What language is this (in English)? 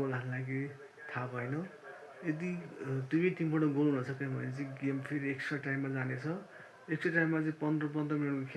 Nepali